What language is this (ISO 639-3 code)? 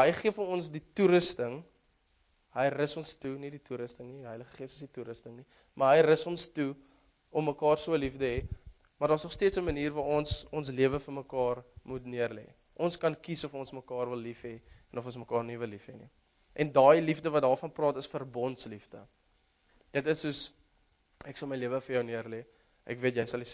afr